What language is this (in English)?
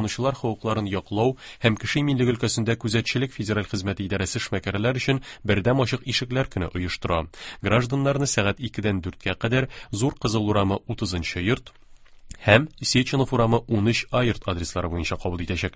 Tatar